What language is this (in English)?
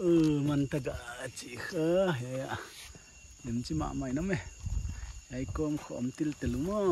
Paite Chin